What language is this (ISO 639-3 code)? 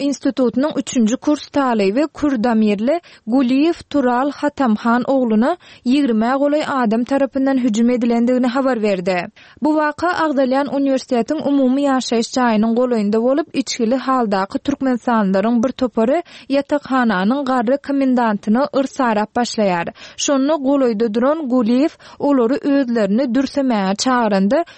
tuk